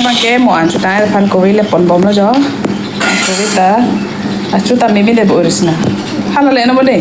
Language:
Karbi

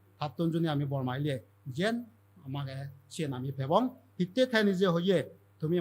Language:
Chakma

